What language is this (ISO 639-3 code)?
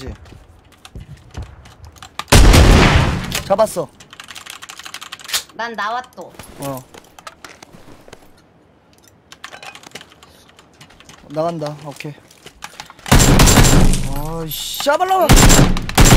kor